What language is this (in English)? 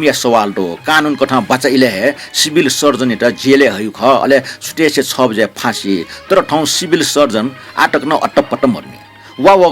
Newari